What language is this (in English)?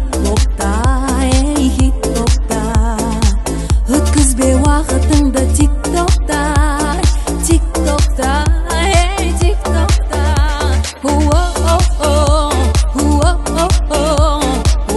Kazakh